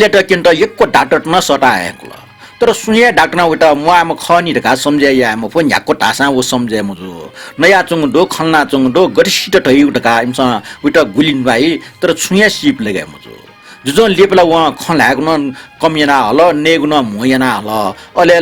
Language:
Newari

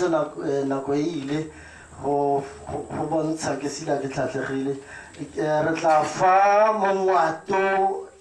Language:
Tswana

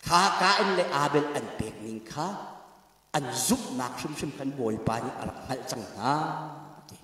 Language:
Hakha Chin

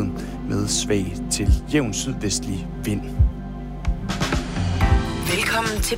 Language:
Danish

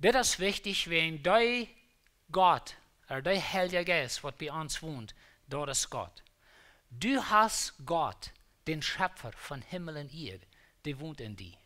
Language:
Plautdietsch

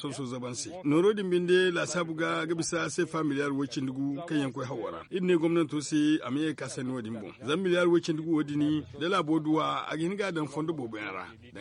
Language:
Zarma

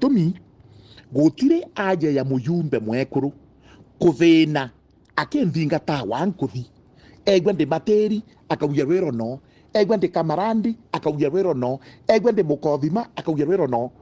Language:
Meru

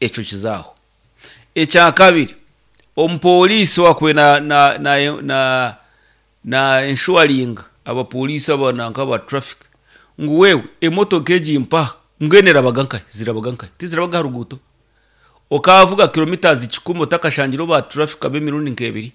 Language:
Nyankole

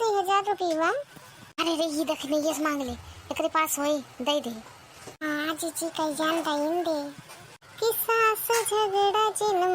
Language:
Awadhi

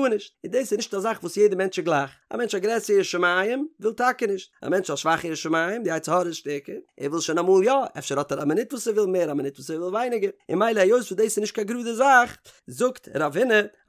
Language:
Yiddish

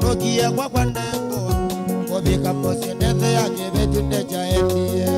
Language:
Kamba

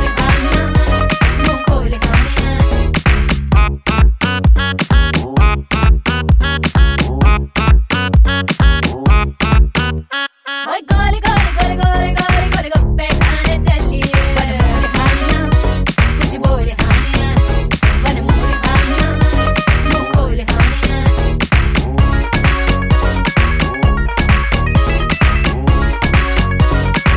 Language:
Hindi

